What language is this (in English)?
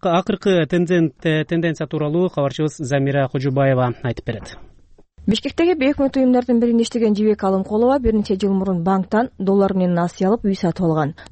Kyrgyz